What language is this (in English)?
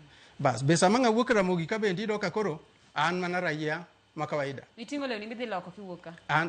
Luo (Kenya and Tanzania)